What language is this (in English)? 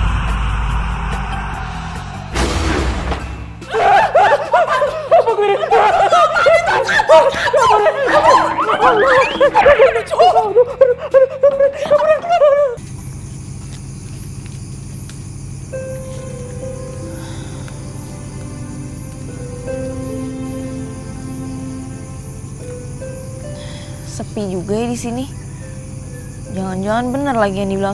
Indonesian